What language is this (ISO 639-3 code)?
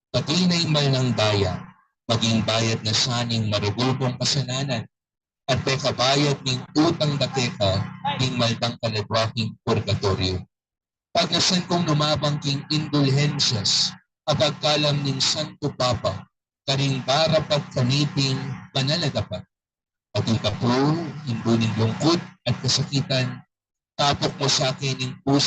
pam